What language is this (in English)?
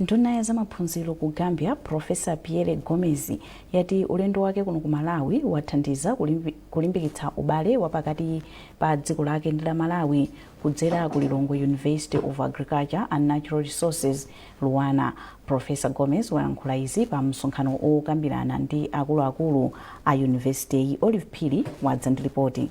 Nyanja